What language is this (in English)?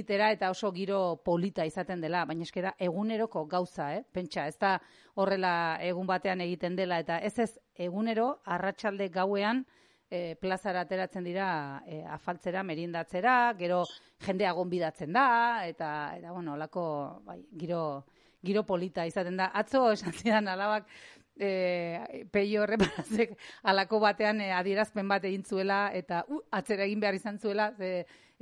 Basque